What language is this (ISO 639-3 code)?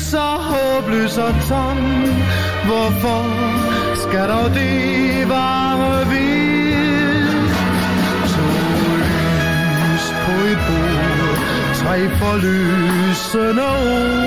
dan